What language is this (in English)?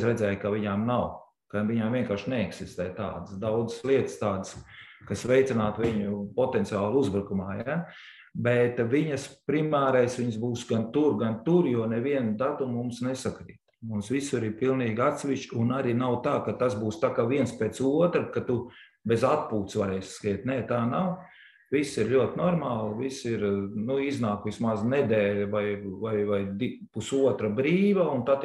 Latvian